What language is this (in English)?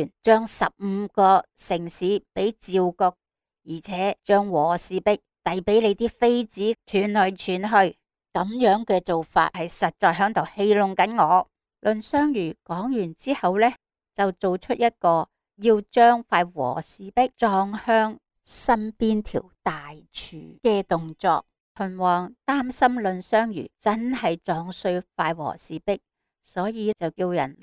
Cantonese